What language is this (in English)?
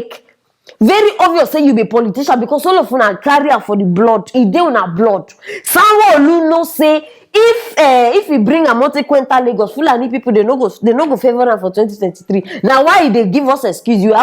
Nigerian Pidgin